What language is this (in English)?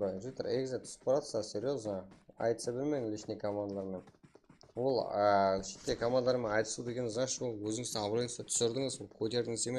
Kara-Kalpak